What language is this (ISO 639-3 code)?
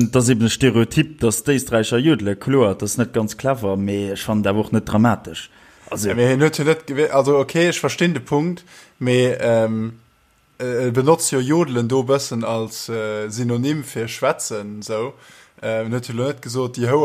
ltz